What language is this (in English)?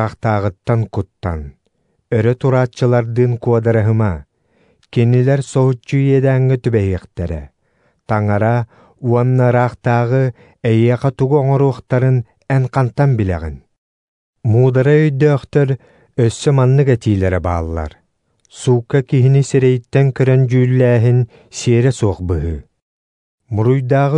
Yakut